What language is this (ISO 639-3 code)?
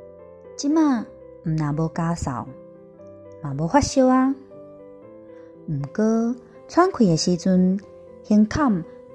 nan